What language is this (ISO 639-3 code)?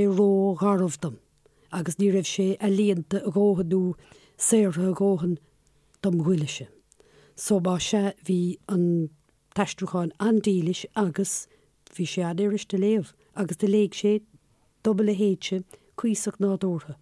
gle